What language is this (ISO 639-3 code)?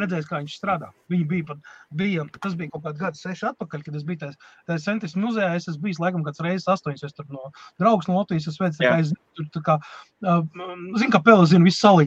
lav